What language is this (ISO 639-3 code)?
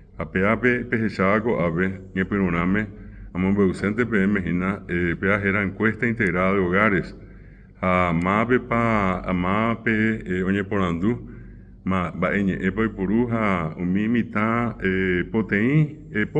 grn